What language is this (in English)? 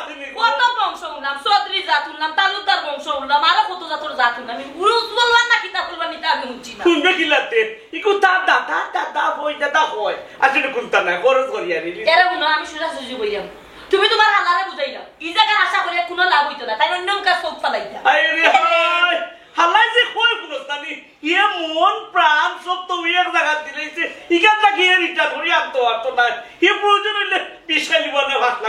Sylheti